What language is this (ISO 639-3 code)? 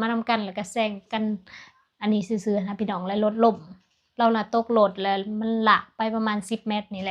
lao